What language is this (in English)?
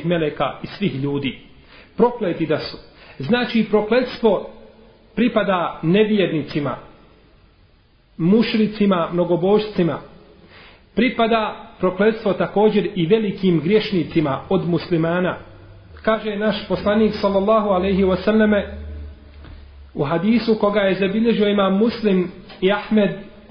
Bosnian